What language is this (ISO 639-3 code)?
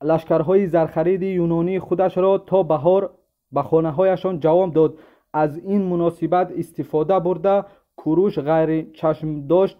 tgk